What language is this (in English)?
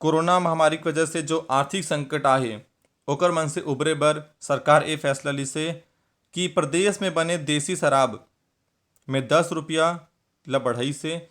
Chhattisgarhi